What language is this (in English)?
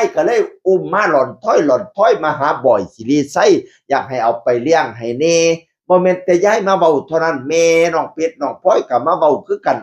Northeastern Thai